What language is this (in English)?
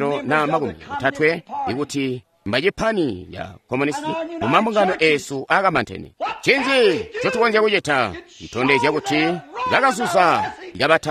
Tonga (Zambia)